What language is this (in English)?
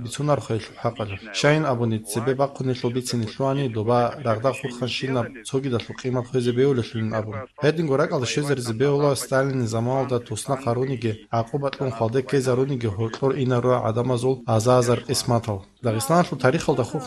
Avaric